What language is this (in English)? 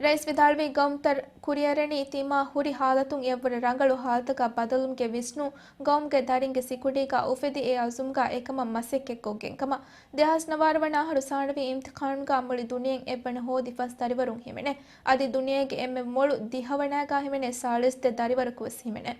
Divehi